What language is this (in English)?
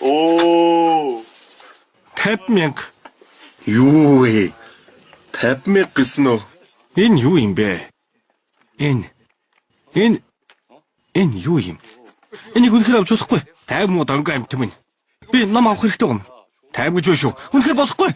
Mongolian